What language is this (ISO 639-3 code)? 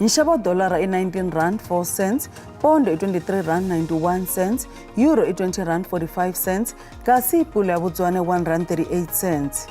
tso